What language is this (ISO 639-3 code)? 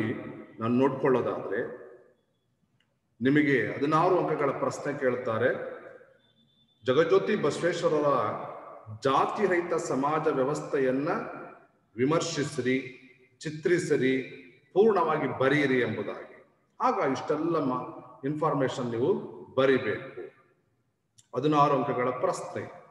kan